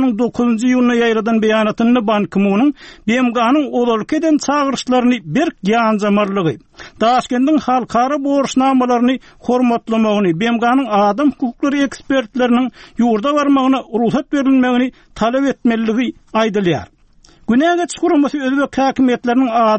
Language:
Turkmen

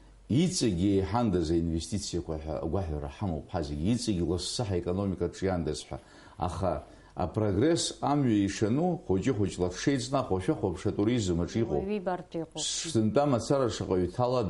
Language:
Abkhazian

